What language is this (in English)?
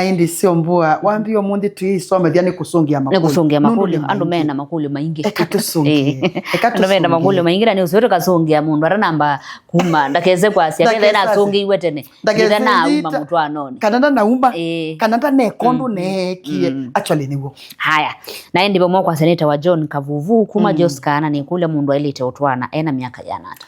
Kamba